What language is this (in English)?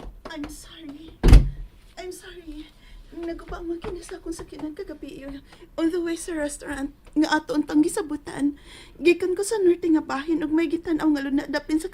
Cebuano